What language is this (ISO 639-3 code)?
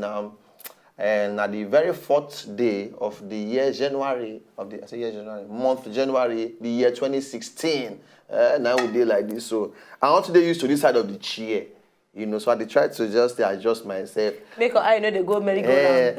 pcm